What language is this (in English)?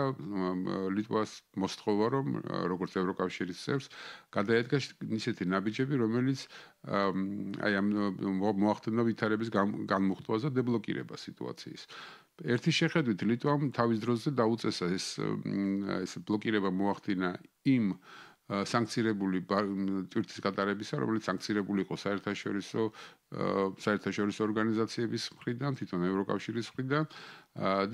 Georgian